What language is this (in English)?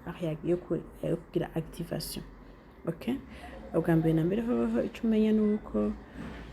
Rundi